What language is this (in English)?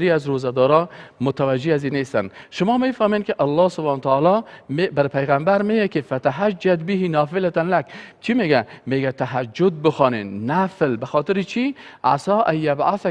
Persian